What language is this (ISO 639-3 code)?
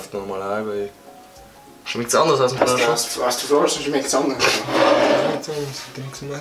bar